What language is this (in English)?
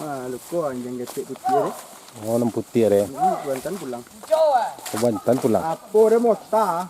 Minangkabau